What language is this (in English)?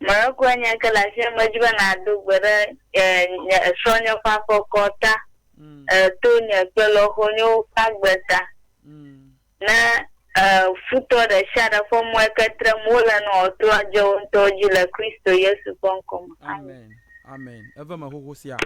Ewe